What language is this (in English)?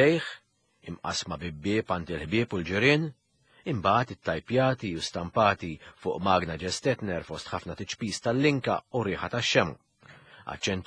Maltese